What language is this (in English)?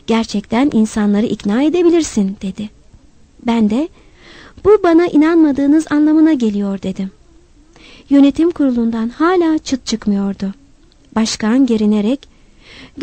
Turkish